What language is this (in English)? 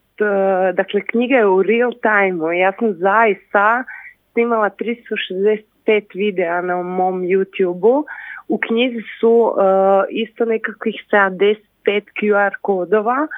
Croatian